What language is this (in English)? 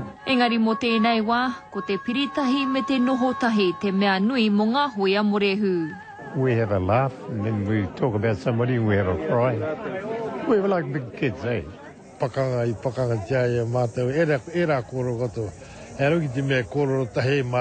Māori